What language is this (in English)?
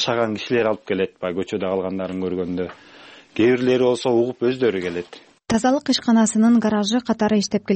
Kyrgyz